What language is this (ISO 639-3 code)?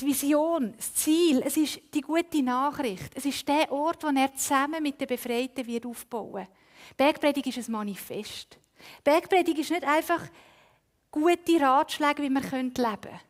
gsw